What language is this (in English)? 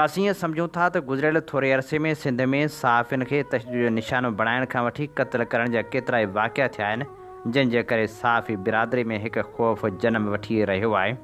Sindhi